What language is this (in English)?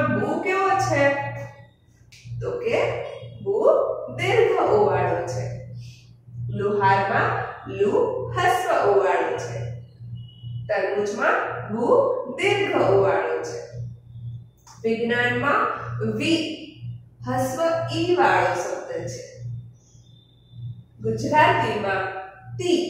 Gujarati